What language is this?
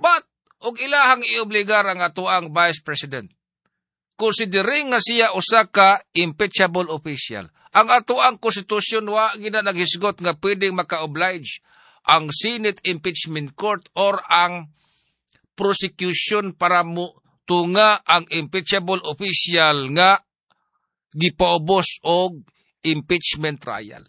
Cebuano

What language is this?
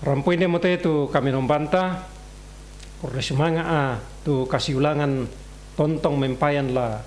Toraja-Sa'dan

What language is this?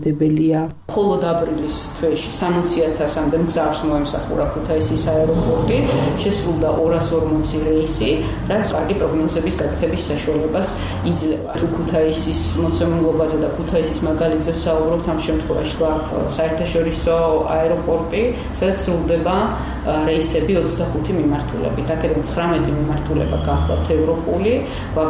Georgian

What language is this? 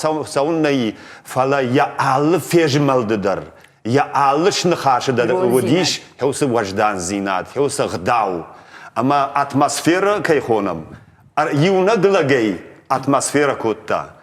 Ossetic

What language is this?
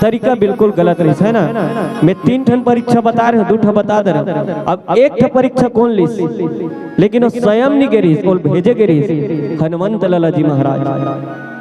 Chhattisgarhi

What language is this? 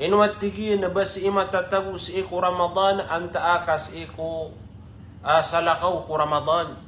Maranao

